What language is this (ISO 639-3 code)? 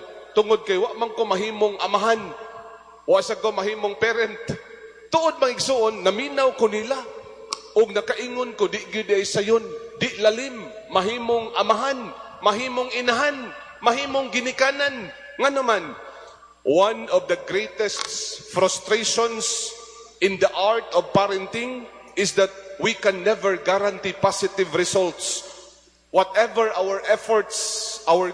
ceb